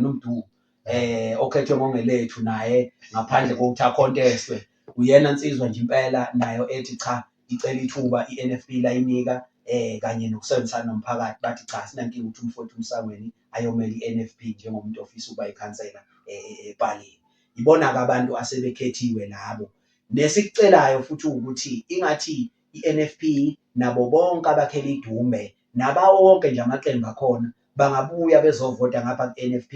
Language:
Zulu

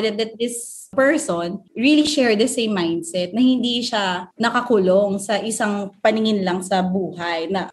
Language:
Filipino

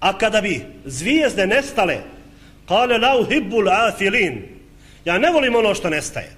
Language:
Bosnian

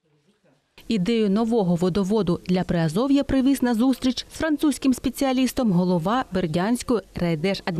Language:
Ukrainian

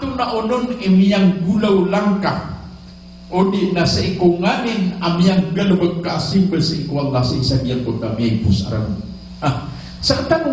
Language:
Maranao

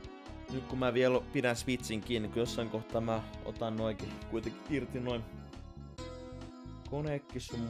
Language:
Finnish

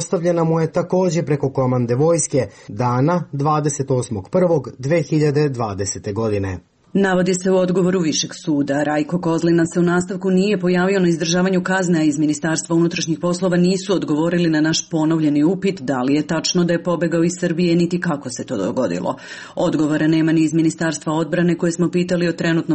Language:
Serbian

